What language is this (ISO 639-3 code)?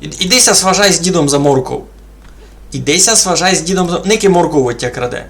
rue